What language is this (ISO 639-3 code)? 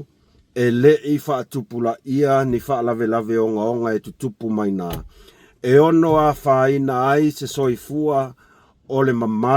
smo